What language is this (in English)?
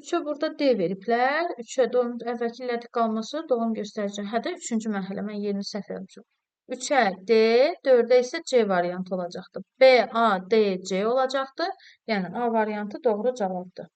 Azerbaijani